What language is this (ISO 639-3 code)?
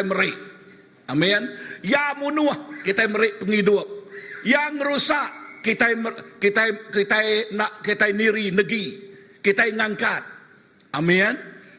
iba